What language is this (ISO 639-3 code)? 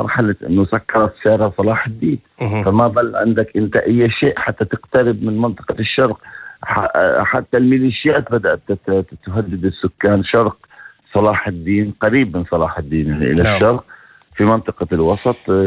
apc